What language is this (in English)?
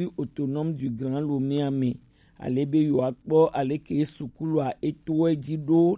Gen